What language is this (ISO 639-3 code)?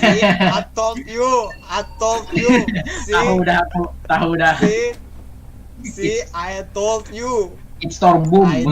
bjn